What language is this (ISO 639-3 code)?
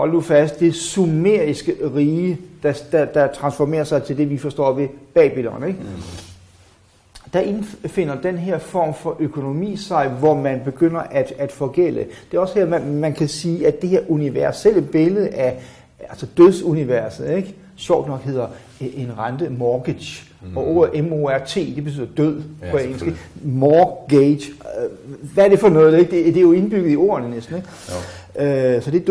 dan